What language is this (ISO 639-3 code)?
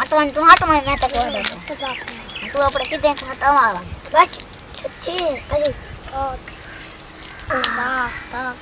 skr